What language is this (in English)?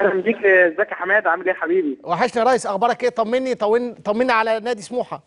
Egyptian Arabic